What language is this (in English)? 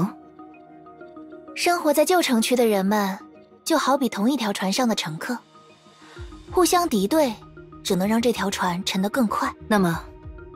Chinese